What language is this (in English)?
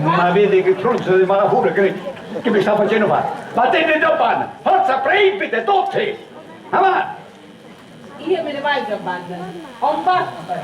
Sicilian